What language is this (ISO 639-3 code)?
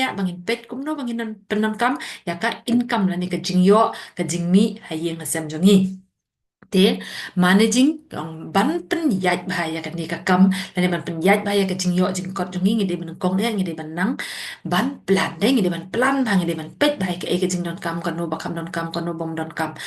kha